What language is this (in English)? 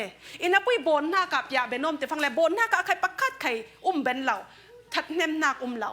Falam Chin